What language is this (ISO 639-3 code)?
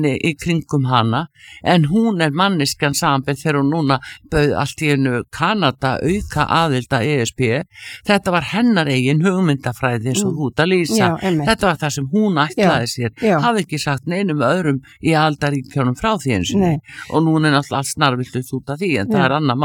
isl